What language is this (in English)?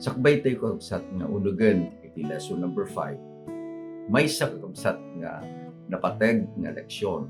Iloko